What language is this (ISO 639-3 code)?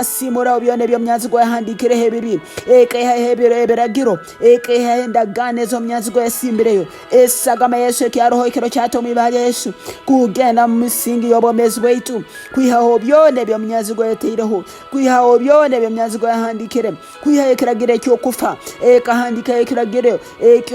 ttj